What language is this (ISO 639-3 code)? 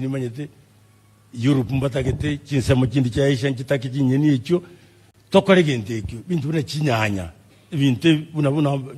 guz